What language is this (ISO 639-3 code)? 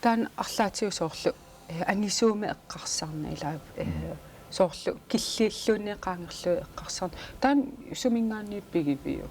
kal